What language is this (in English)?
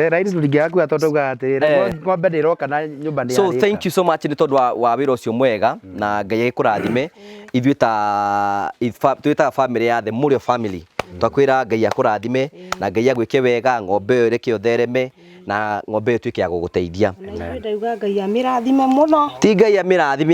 Kikuyu